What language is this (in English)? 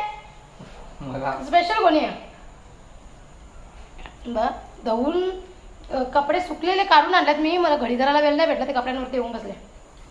Marathi